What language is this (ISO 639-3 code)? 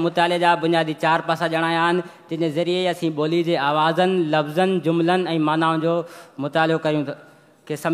snd